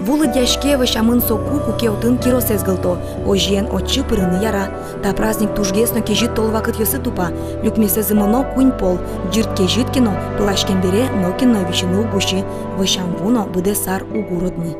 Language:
Udmurt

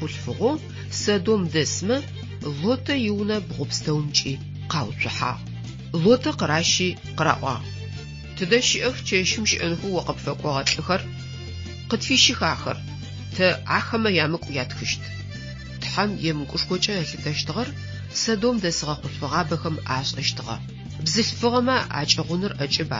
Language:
Adyghe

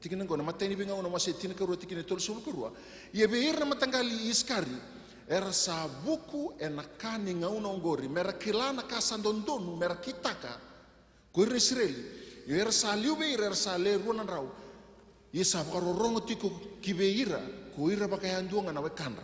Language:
Fijian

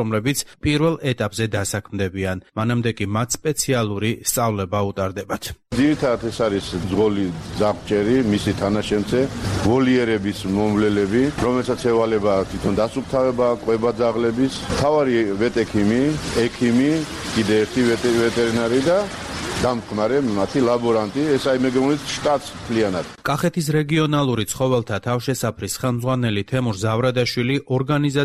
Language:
Georgian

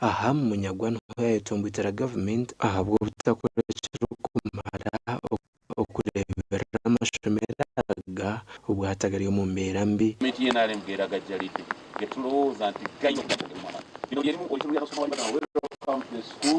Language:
Nyankole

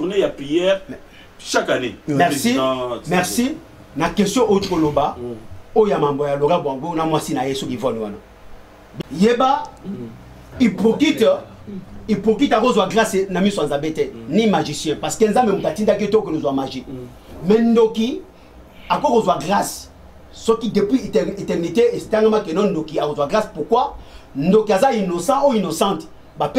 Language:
Lingala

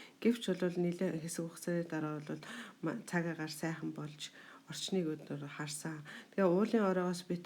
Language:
Mongolian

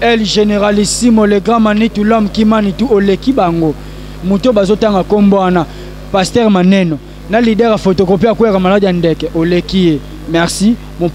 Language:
Lingala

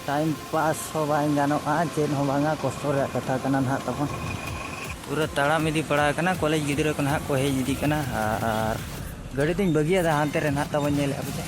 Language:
Santali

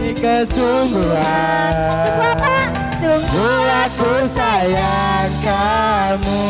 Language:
Musi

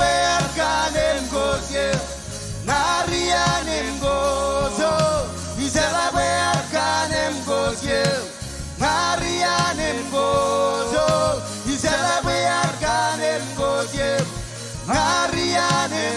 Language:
Marshallese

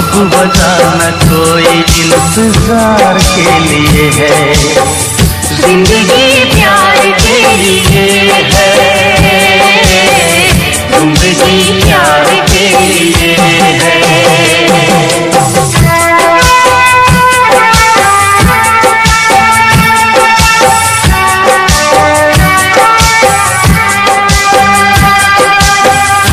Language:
Hindi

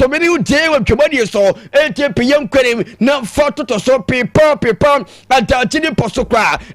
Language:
Akan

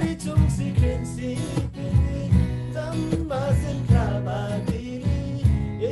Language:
Eastern Tamang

